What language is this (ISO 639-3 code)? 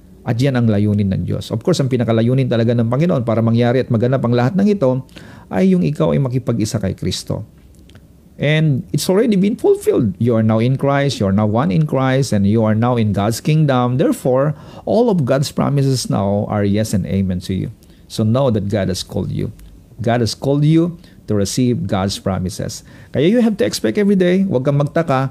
fil